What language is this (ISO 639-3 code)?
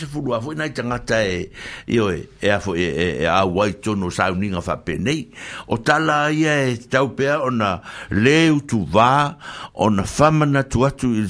smo